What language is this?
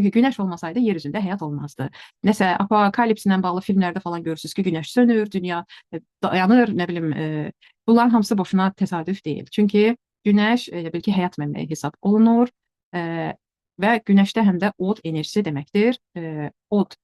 Azerbaijani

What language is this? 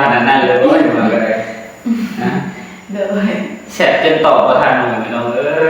Northeastern Thai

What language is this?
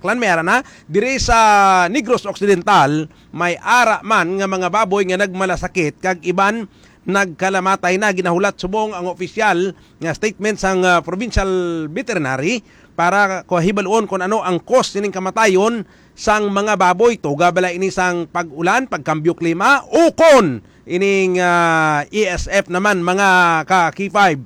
Hiligaynon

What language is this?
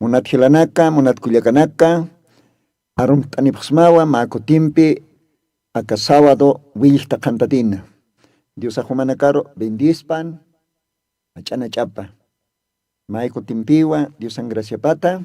Aymara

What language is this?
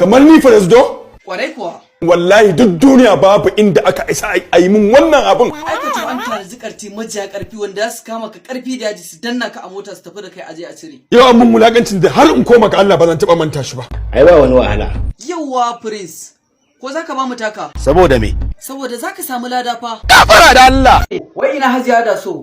Hausa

